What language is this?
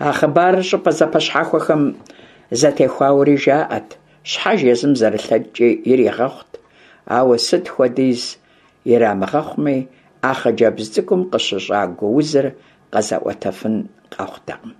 Kabardian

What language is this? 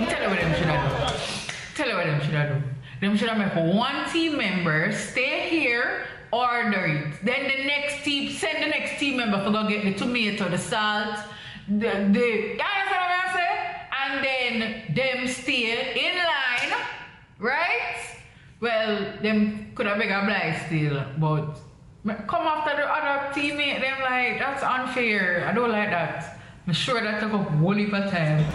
Jamaican Creole English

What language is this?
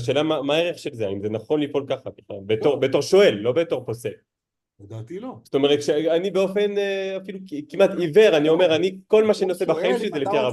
Hebrew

